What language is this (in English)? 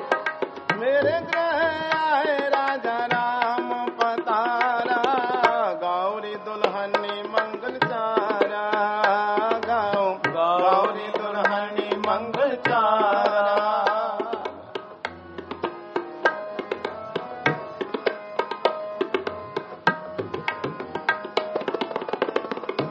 Punjabi